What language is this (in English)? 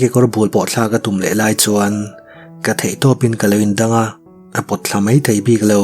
Mizo